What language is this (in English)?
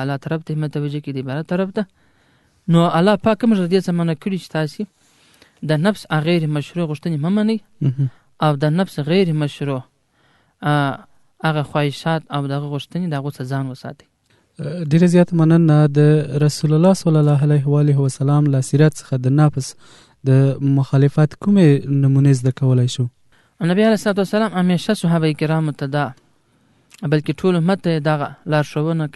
Pashto